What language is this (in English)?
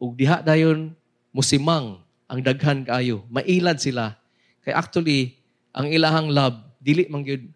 Cebuano